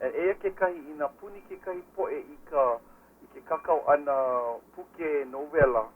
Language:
Hawaiian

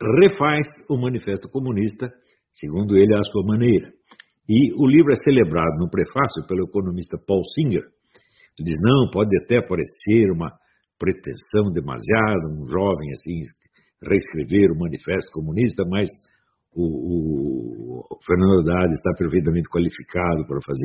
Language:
Portuguese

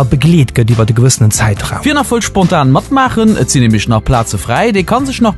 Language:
Luxembourgish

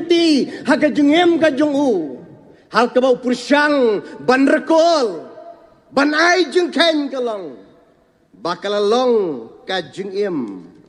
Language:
Khasi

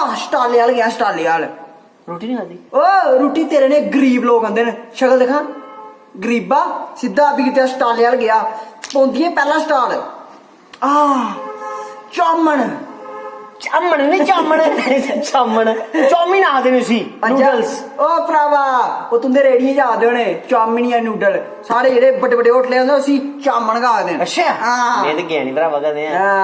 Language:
Dogri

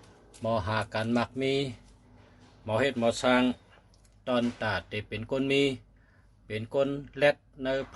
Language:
Shan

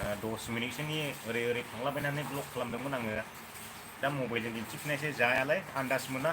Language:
Bodo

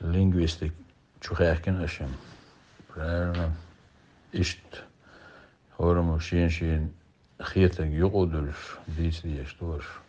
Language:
Chechen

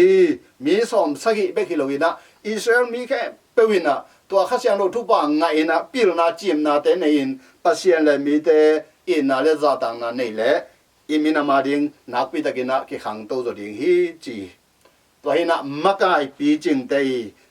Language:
Tedim Chin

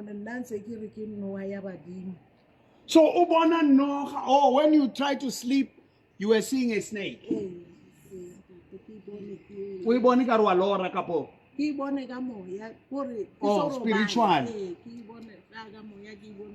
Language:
Southern Sotho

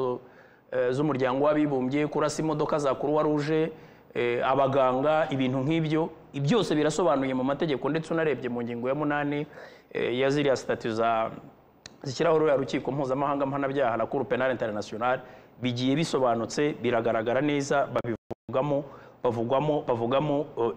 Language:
Kinyarwanda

